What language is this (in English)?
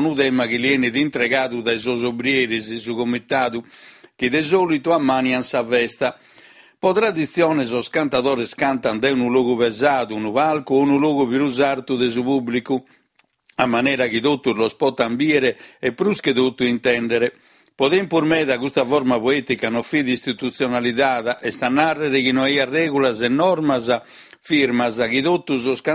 Sardinian